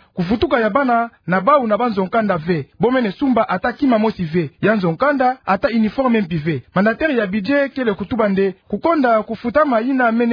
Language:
Kituba (Democratic Republic of Congo)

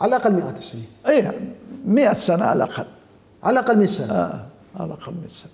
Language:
Mesopotamian Arabic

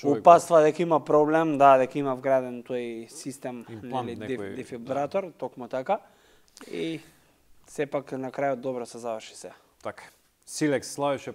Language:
Macedonian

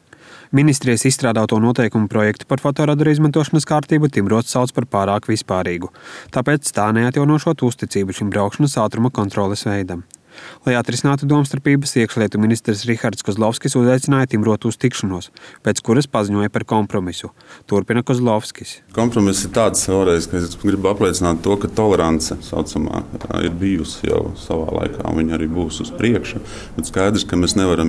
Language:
Latvian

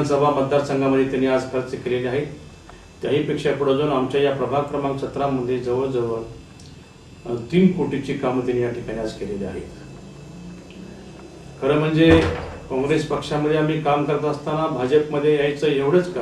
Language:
Marathi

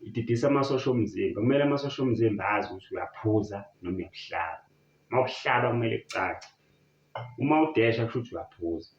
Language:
Zulu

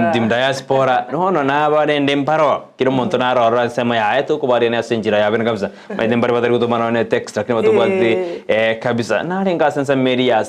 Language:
Gusii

